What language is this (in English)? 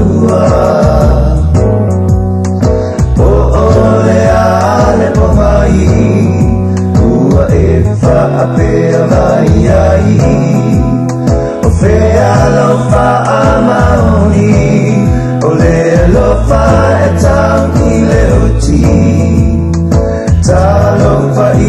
Samoan